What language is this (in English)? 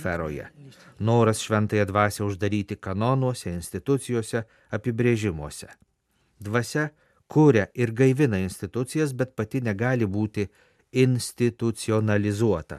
Lithuanian